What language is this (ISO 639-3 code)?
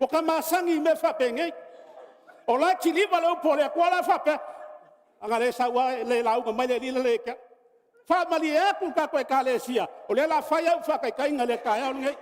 smo